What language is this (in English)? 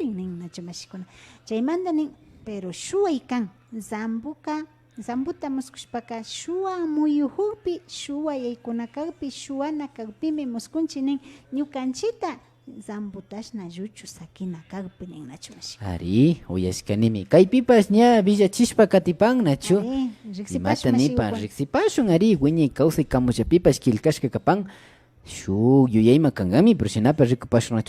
Imbabura Highland Quichua